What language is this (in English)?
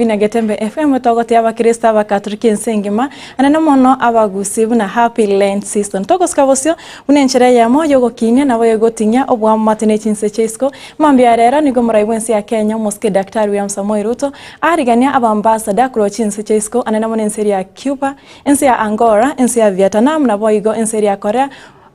Gusii